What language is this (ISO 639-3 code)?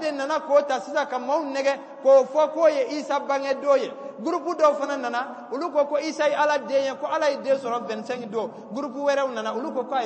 bam